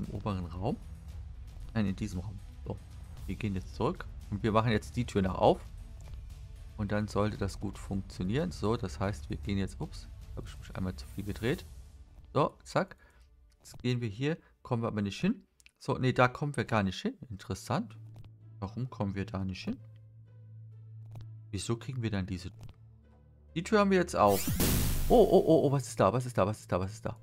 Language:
German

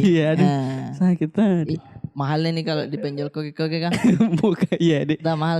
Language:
Makassar Malay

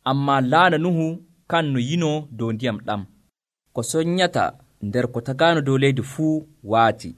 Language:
Nigerian Fulfulde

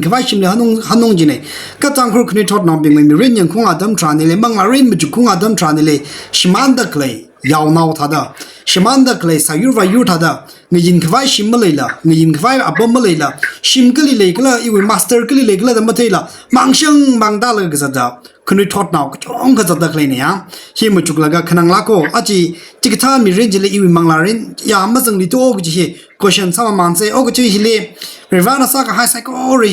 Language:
Tangkhul Naga (India)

